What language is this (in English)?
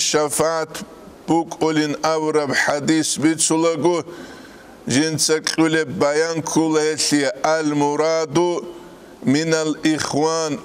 Avaric